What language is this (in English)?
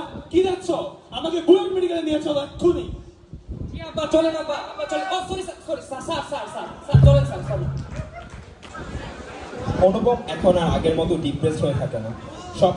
Bangla